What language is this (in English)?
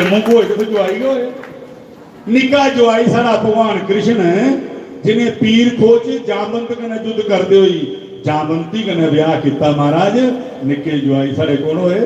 Dogri